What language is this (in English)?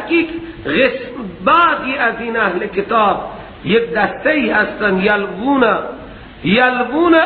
Persian